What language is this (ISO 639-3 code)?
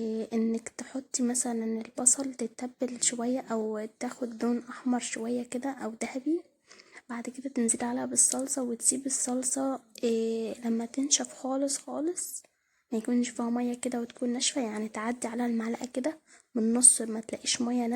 arz